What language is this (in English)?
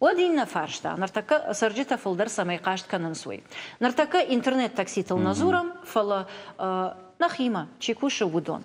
Ossetic